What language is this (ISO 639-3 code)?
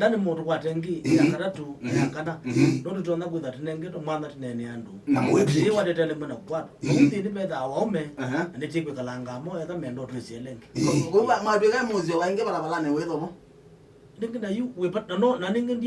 kam